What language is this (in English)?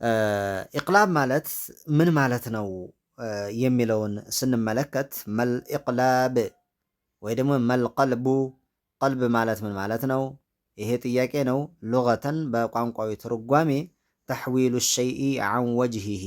Amharic